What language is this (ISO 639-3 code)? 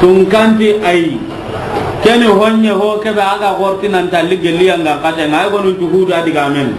snk